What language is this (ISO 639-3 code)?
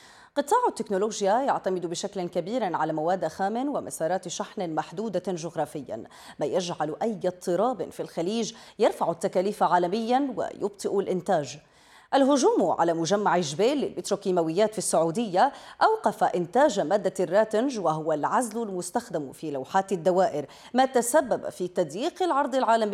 ara